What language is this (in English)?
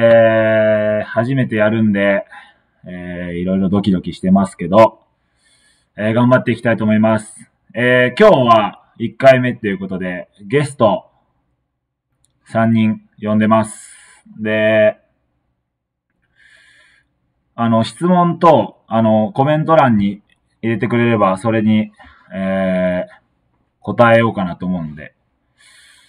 Japanese